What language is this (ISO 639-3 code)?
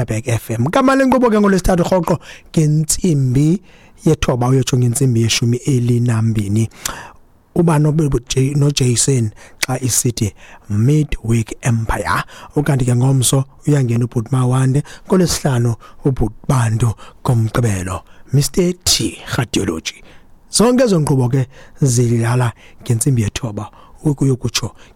xho